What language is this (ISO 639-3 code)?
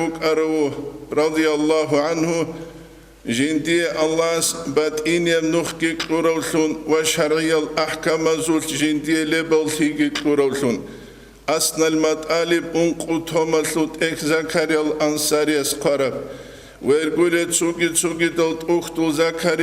ava